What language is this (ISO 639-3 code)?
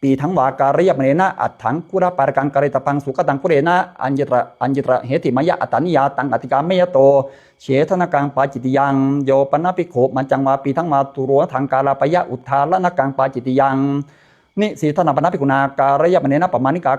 pli